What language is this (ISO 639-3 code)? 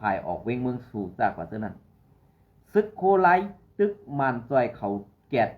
shn